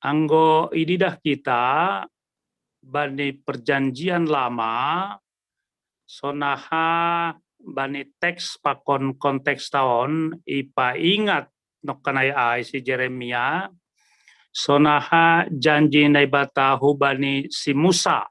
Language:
Batak Simalungun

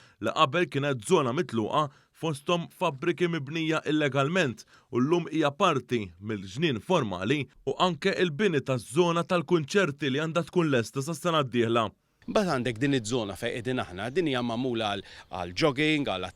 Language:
Maltese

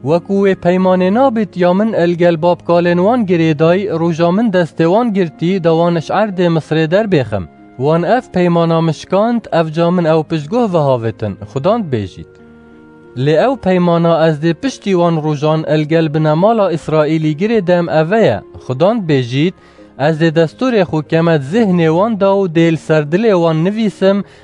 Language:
Kurdish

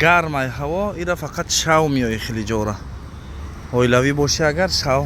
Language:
Tajik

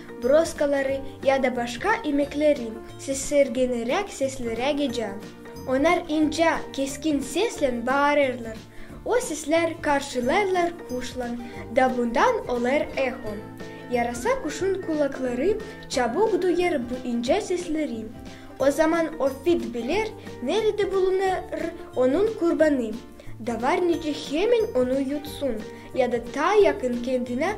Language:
Gagauz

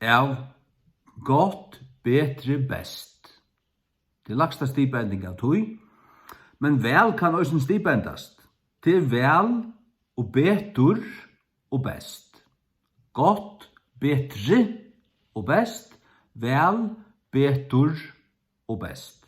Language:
Faroese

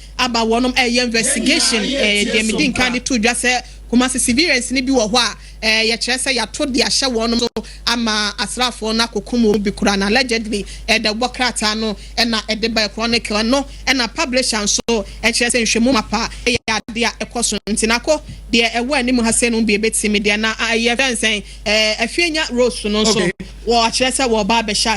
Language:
Akan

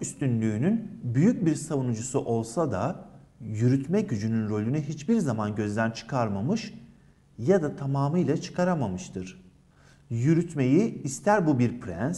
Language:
Turkish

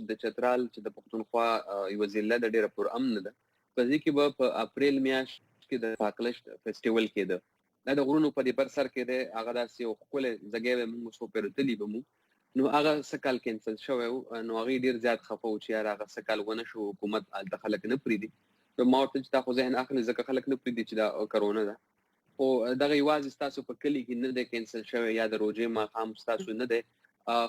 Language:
Pashto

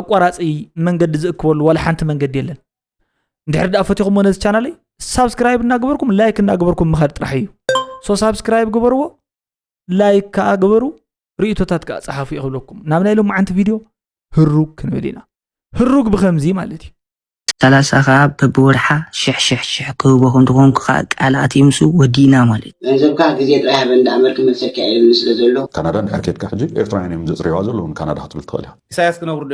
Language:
Tigrinya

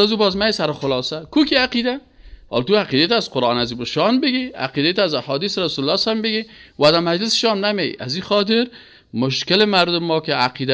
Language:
Persian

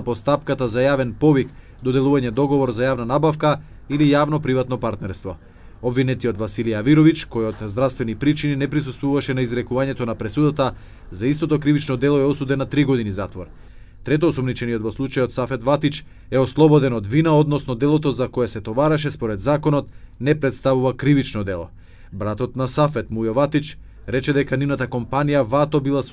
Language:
Macedonian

